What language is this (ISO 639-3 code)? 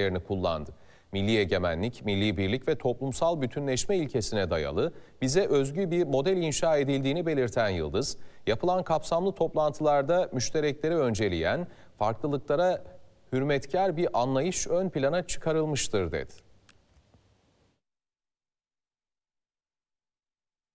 tur